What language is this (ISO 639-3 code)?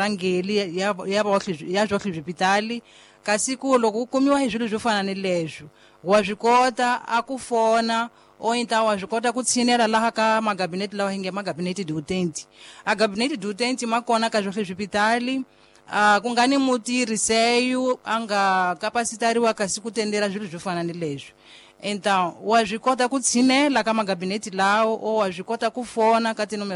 tso